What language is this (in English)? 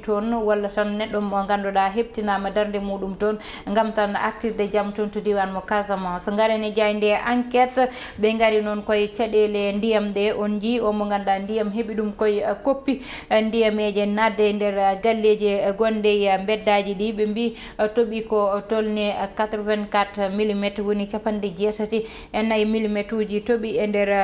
Fula